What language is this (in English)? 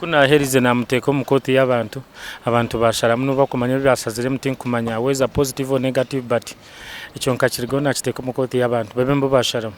Nyankole